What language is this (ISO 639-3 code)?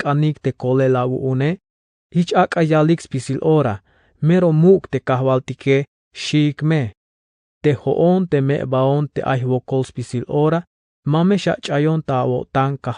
tzh